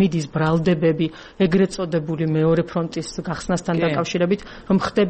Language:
Georgian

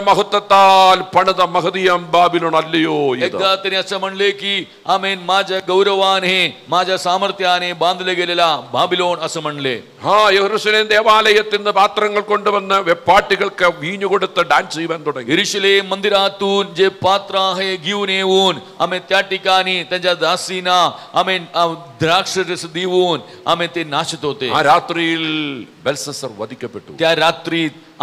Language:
Malayalam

